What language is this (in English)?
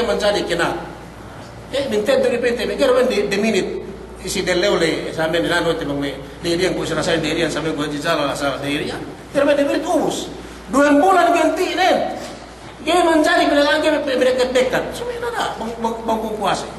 Yakan